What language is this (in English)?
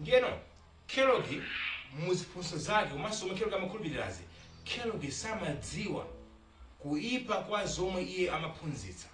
Nyanja